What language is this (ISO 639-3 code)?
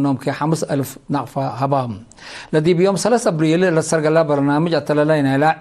tig